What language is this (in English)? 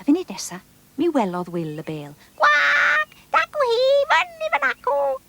Welsh